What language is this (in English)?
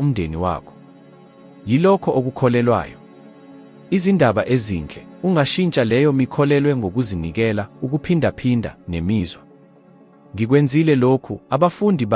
Zulu